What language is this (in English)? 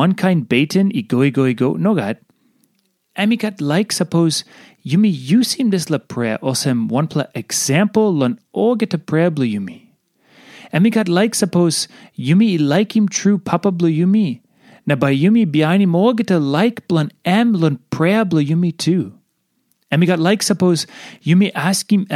Tok Pisin